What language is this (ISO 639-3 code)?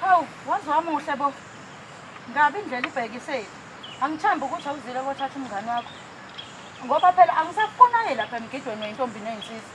zul